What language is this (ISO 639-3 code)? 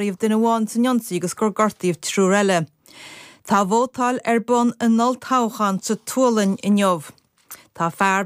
gle